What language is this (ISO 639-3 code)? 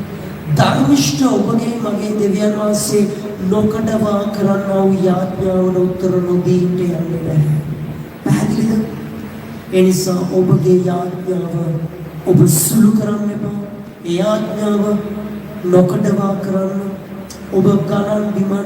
sin